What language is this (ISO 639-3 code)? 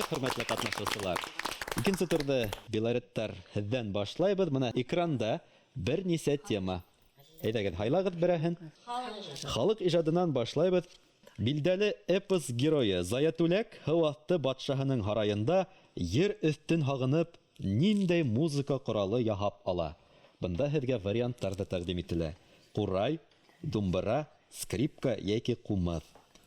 bak